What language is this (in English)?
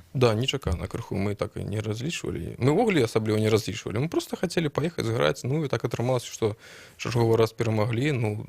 Belarusian